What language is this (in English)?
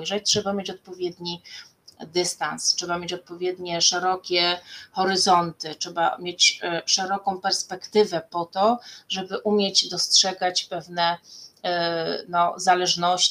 Polish